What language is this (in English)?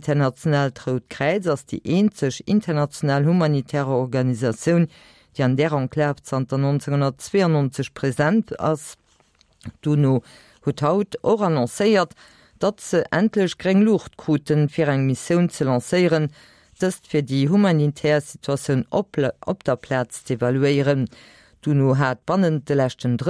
Luxembourgish